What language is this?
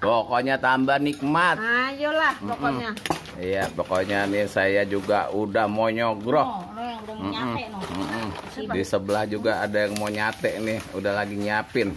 Betawi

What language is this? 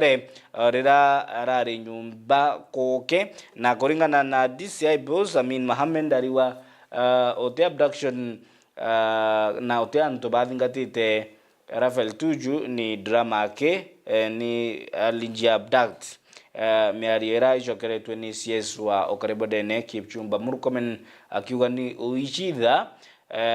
Meru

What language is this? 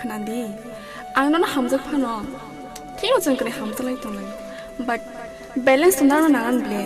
Kok Borok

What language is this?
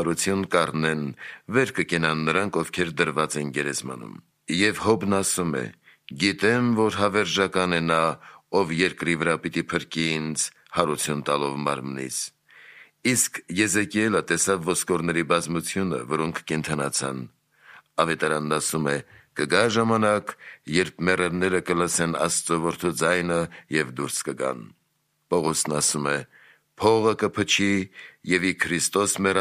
Armenian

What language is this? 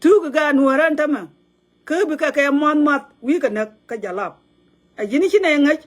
Nuer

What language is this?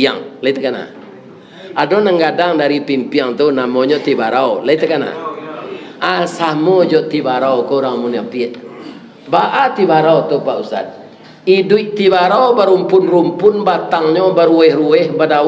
Minangkabau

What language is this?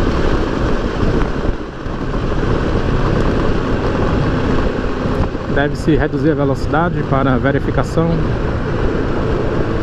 Portuguese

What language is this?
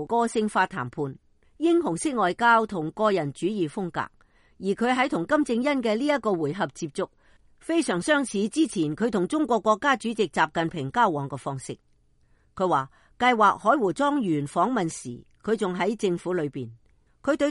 Cantonese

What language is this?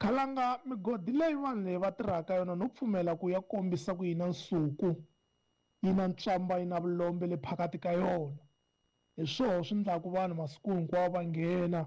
Tsonga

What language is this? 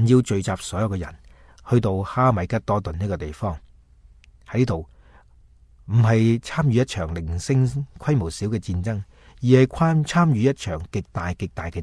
Cantonese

